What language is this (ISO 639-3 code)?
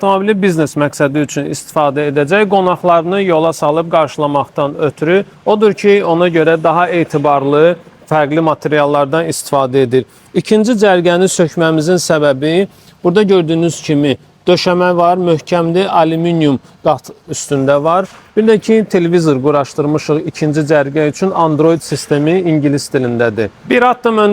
aze